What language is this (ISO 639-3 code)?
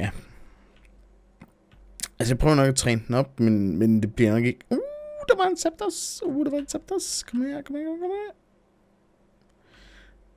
dan